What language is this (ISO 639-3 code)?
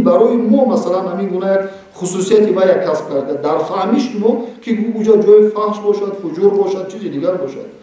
tgk